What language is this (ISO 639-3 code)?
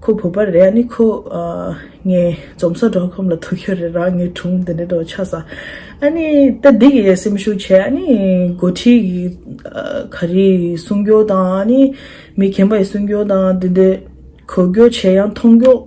bod